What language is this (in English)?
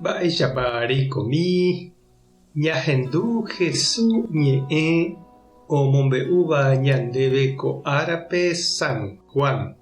Guarani